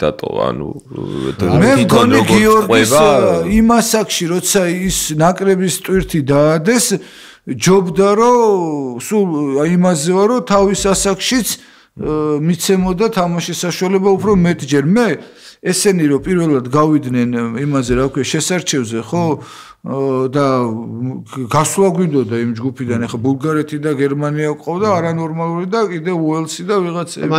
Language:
Georgian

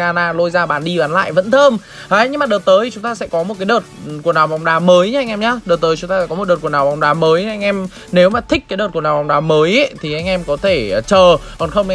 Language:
Vietnamese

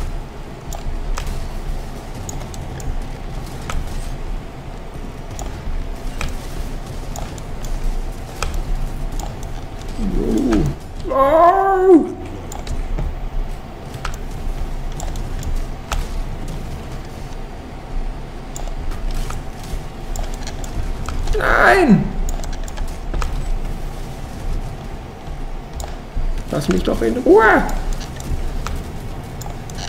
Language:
German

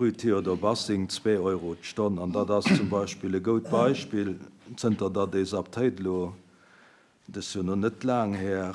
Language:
Luxembourgish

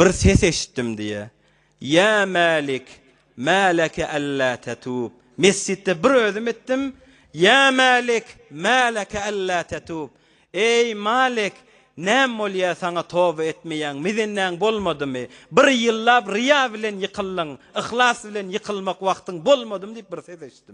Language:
Turkmen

